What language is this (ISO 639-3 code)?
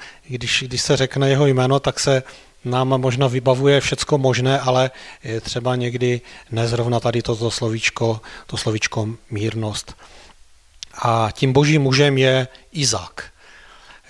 ces